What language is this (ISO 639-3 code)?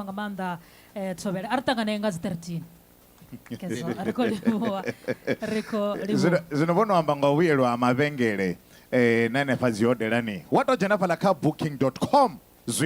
ven